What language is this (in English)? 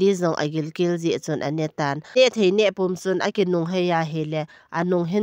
Thado Chin